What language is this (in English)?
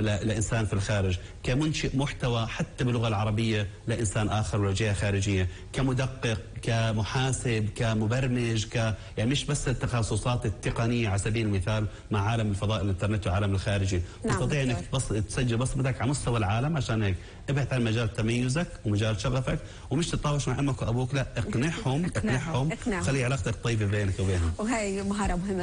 North Levantine Arabic